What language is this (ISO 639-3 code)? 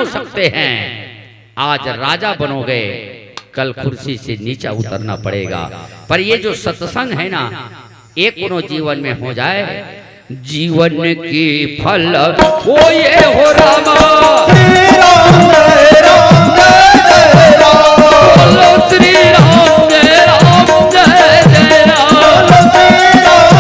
hne